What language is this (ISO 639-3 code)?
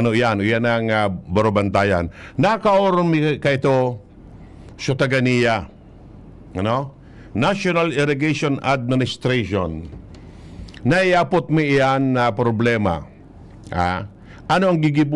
bik